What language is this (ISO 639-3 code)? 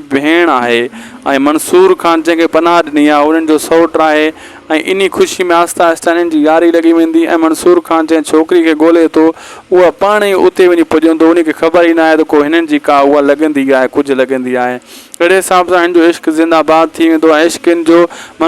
snd